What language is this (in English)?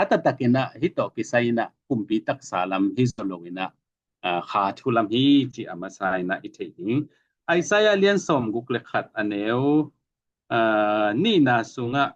Tedim Chin